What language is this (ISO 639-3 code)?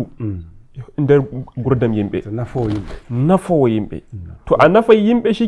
fuv